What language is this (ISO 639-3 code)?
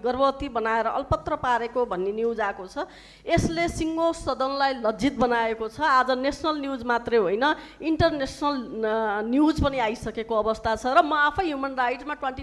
nep